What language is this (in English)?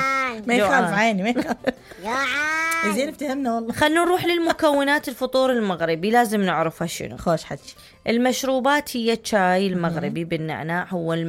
Mesopotamian Arabic